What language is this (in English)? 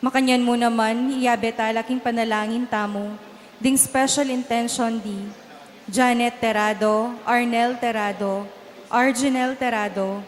Pampanga